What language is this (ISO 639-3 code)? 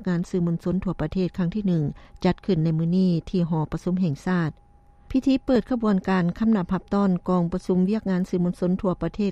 lao